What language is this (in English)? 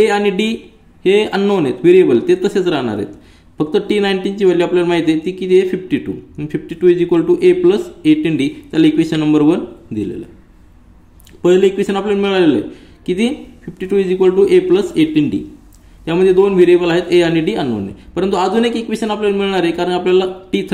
Marathi